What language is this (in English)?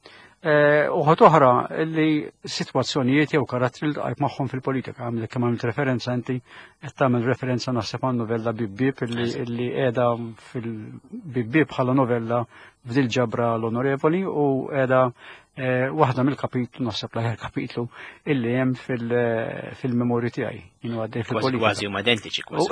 Maltese